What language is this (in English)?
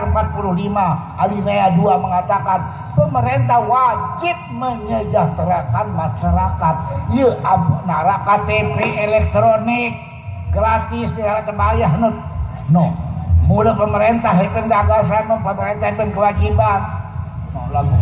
Sasak